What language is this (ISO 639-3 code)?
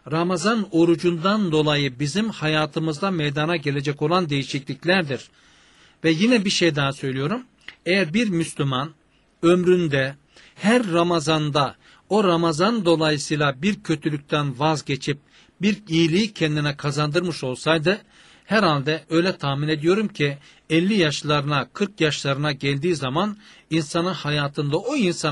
tur